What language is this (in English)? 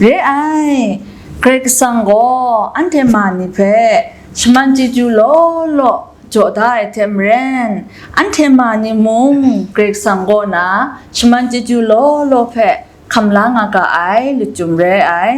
Kachin